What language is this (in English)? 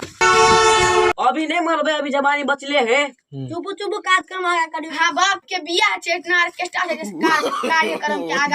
Maithili